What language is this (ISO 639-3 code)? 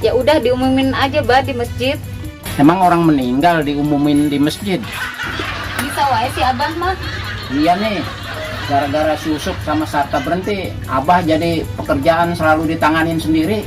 bew